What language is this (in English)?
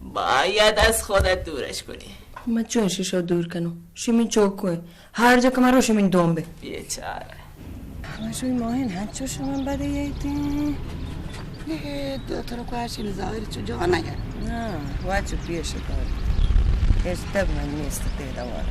Baluchi